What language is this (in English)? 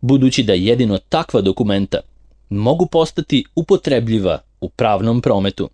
Serbian